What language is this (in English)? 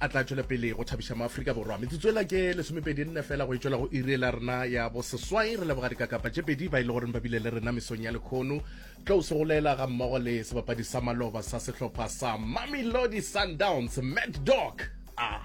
Northern Sotho